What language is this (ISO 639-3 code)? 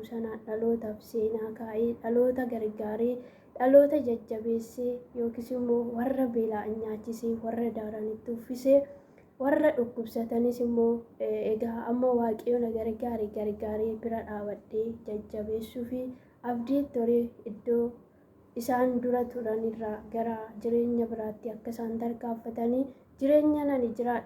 orm